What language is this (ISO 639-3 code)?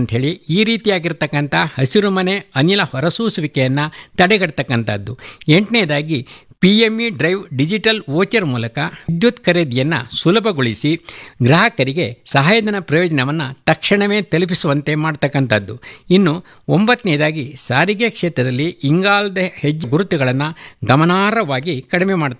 kan